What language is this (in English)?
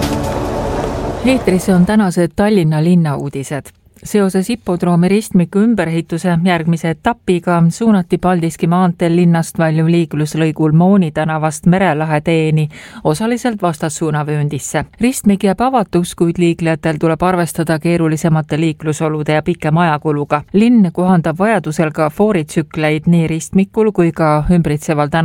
Estonian